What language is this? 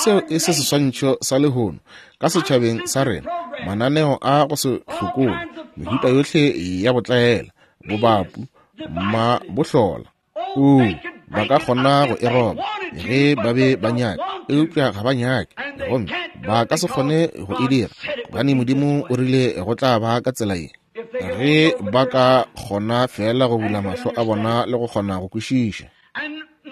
Northern Sotho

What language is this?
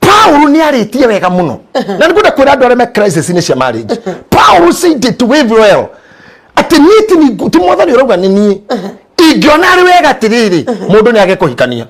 Kikuyu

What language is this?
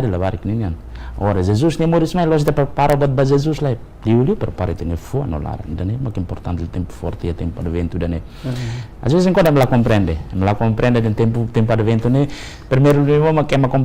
Tetum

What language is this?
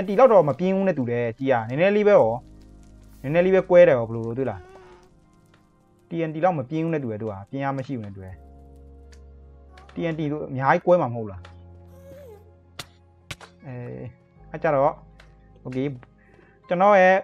Burmese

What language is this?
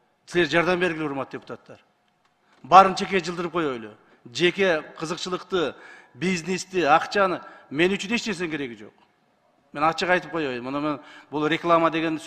Kyrgyz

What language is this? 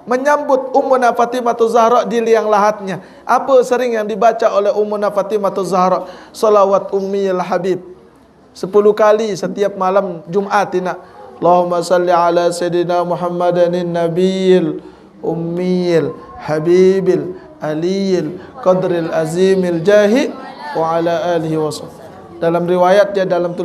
Sasak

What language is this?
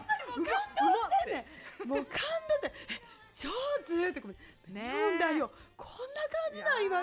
Japanese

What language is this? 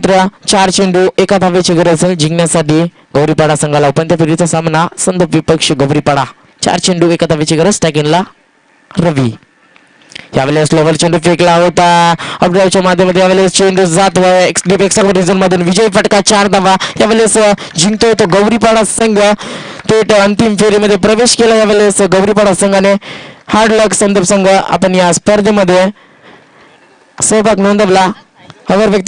Marathi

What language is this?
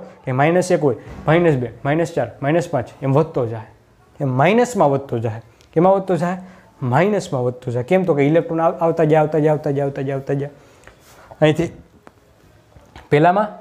Gujarati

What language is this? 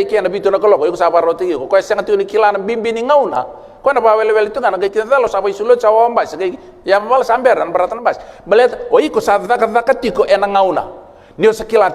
Fijian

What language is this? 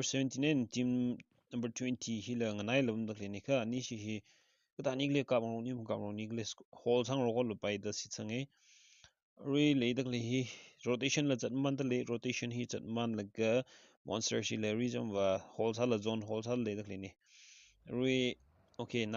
Tangkhul Naga (India)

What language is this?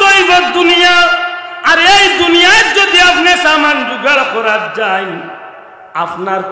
Sylheti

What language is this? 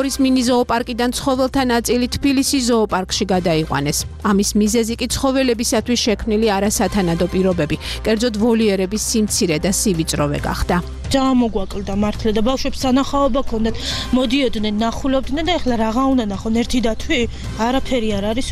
Georgian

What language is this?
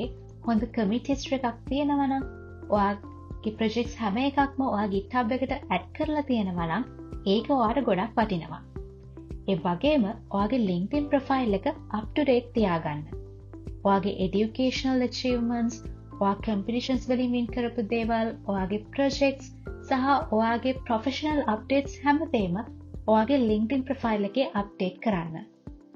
Sinhala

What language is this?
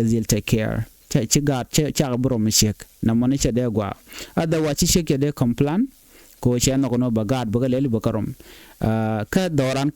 Nuer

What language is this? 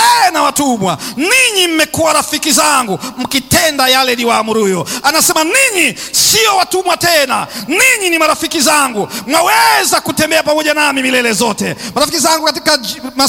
Swahili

